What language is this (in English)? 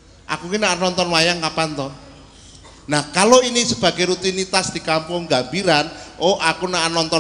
Javanese